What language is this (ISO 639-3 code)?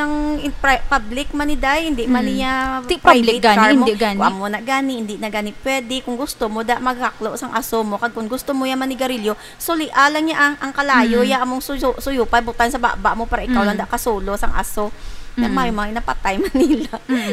hil